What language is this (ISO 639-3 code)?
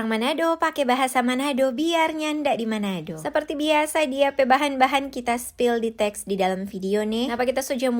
xmm